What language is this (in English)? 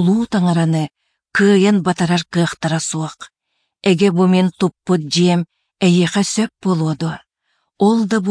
Yakut